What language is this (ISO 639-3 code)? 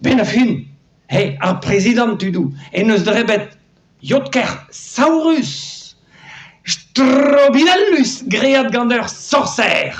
bre